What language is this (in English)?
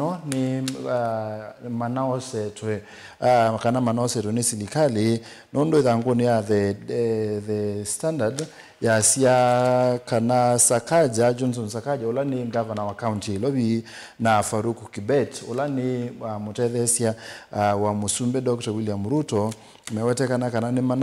Kamba